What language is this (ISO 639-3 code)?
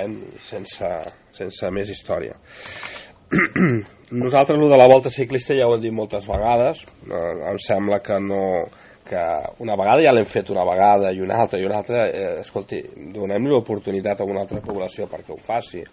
cat